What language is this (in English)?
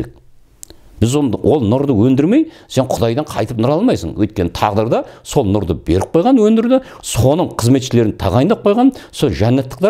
Kazakh